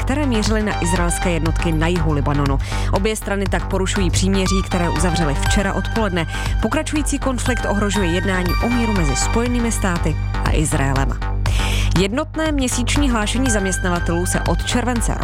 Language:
Czech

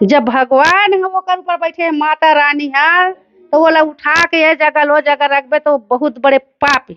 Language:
Chhattisgarhi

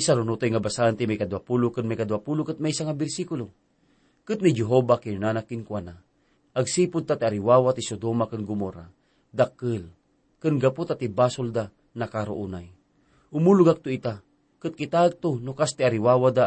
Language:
Iloko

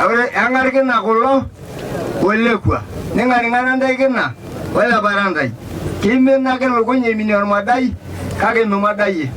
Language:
Masai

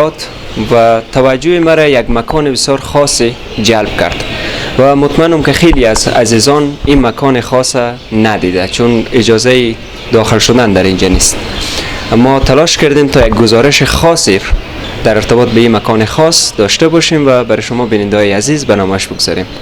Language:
Persian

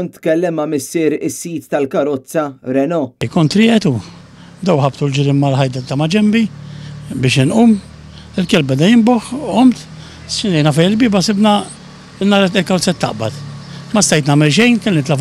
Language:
Maltese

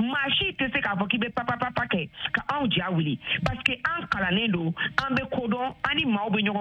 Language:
Bambara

